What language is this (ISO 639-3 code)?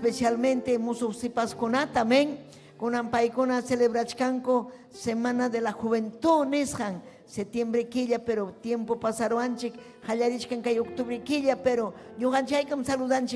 quy